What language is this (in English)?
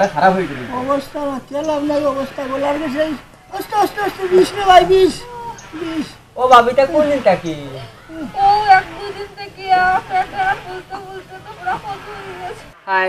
Sylheti